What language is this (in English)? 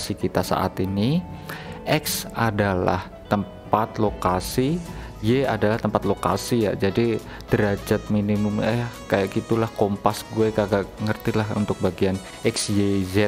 Indonesian